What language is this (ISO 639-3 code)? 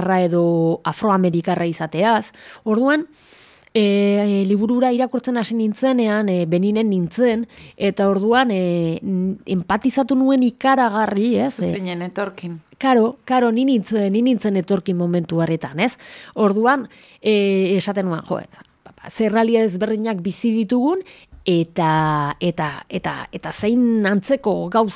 eus